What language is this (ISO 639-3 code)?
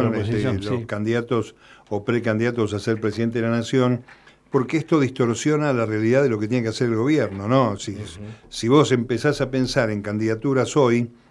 spa